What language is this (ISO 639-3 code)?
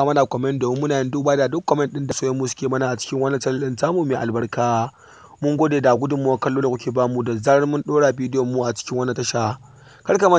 hau